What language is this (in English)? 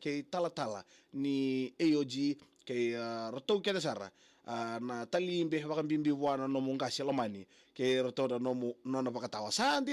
Fijian